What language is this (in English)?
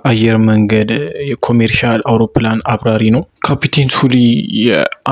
Amharic